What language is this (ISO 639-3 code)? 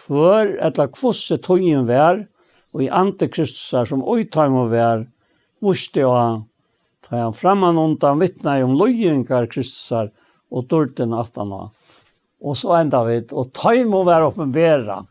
fao